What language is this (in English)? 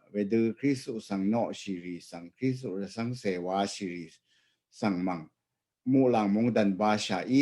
Rawang